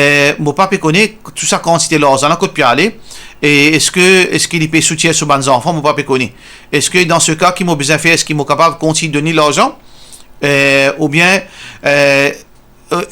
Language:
Morisyen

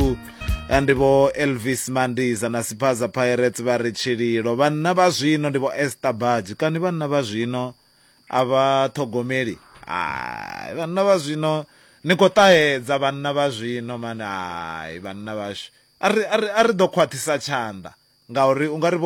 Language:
Venda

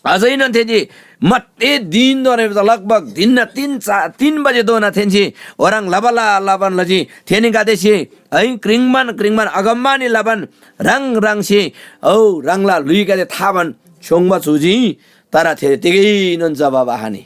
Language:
Eastern Tamang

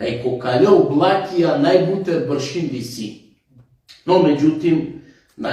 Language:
Balkan Romani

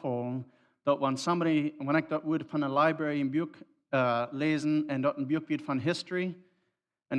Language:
Plautdietsch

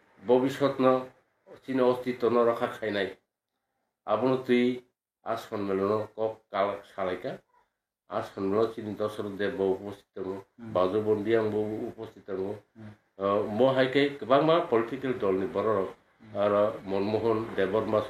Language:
Kok Borok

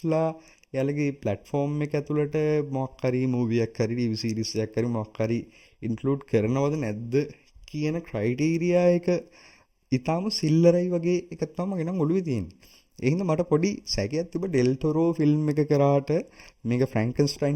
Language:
Sinhala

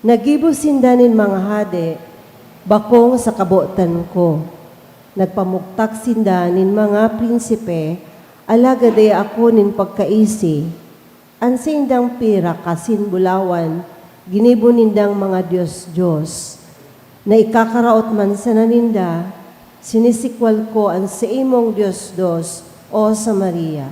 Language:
Bikol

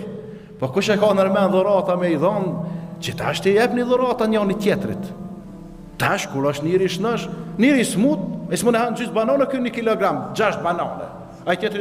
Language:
Albanian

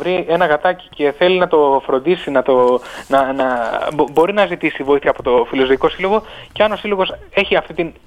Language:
Greek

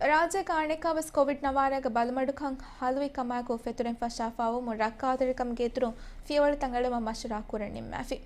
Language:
Divehi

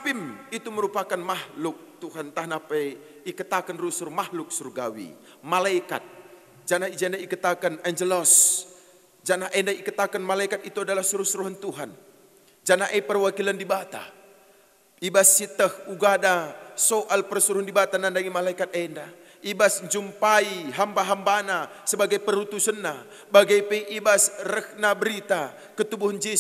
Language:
Batak Karo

